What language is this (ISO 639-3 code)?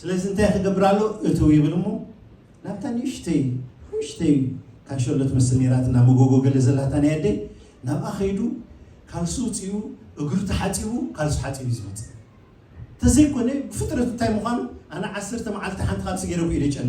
tir